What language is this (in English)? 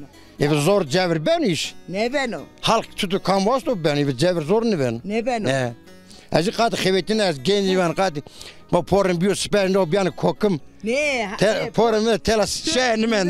Zaza